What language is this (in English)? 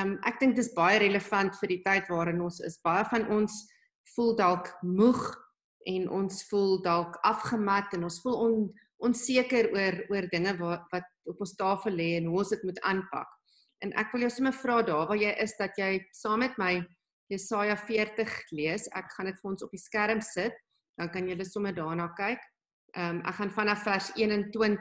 Afrikaans